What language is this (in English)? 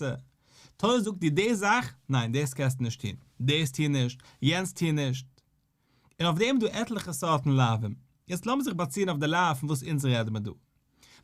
Yiddish